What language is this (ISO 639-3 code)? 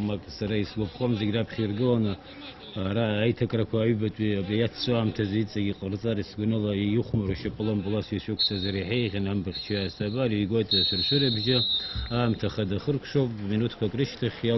abk